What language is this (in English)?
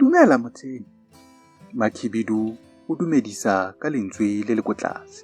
Tswana